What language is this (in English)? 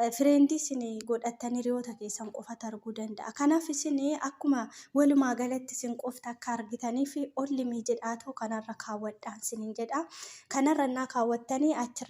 Oromo